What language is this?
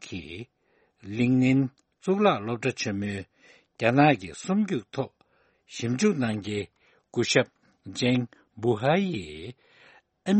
Tibetan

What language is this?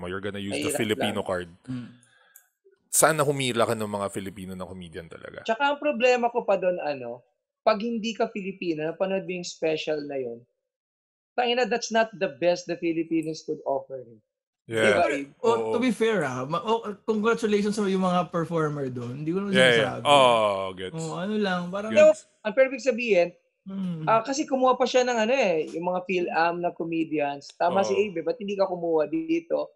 Filipino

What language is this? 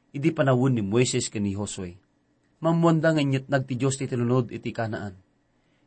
Iloko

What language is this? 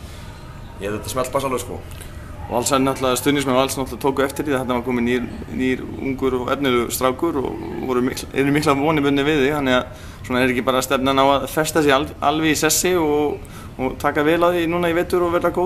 Icelandic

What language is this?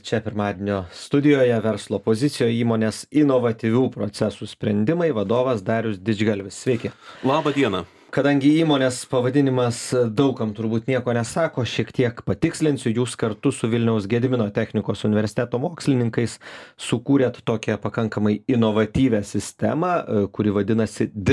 Lithuanian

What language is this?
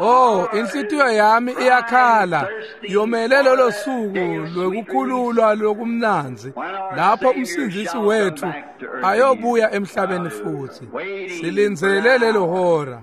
Swati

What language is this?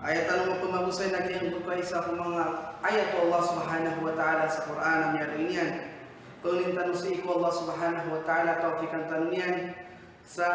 Maranao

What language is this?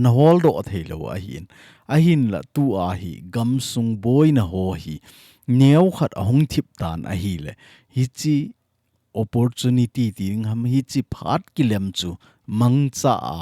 Thado Chin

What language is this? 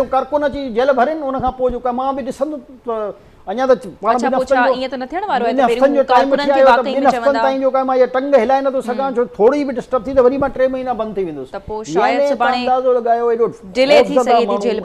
Sindhi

